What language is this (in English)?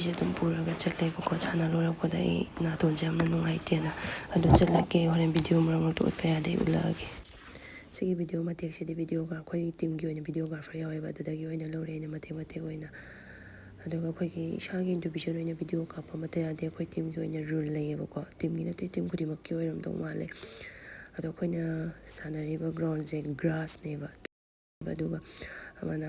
Manipuri